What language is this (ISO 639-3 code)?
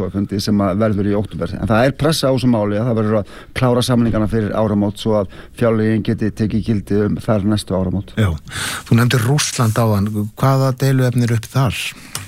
isl